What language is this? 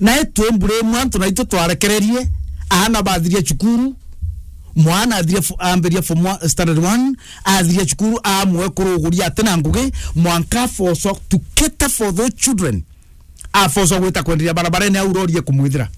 Meru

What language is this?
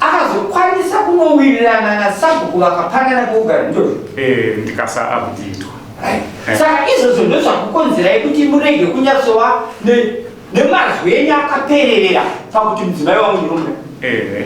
Shona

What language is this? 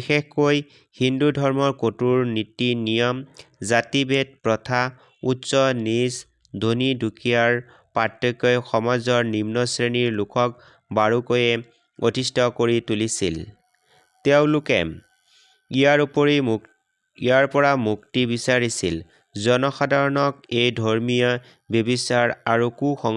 Assamese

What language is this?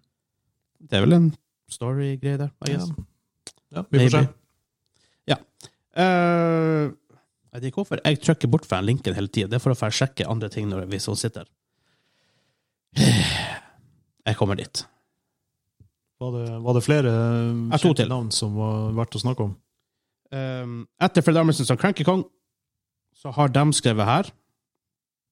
Norwegian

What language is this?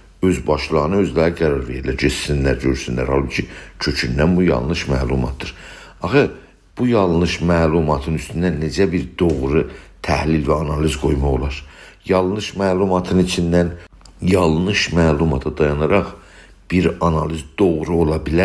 South Azerbaijani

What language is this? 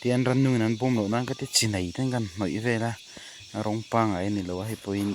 Mizo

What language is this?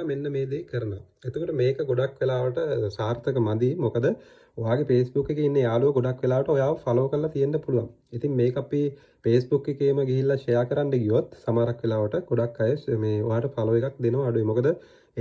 Sinhala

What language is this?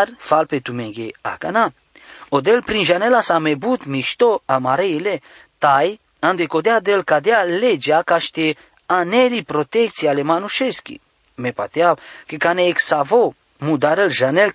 Romany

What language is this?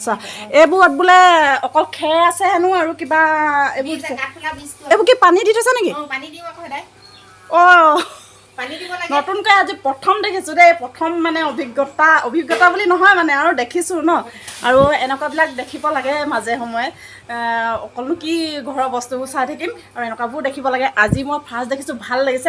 Assamese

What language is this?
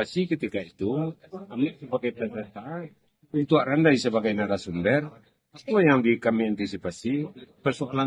Minangkabau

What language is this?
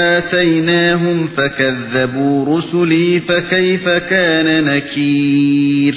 Uyghur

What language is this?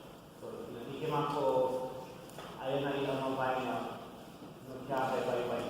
Hawaiian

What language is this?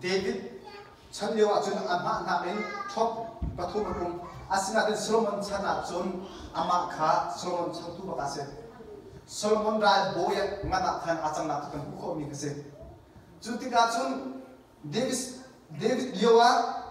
Hakha Chin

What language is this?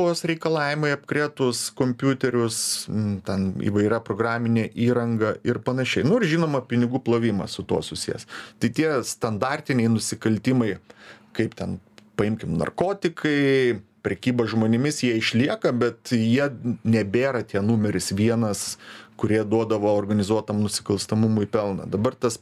Lithuanian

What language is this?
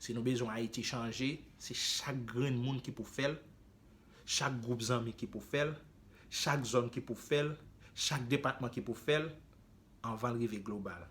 Haitian Creole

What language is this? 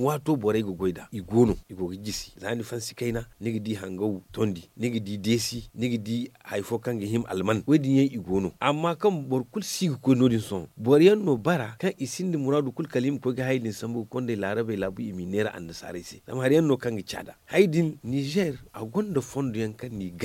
Zarma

